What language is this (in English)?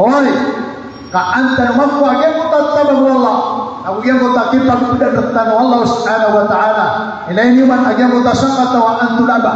Maranao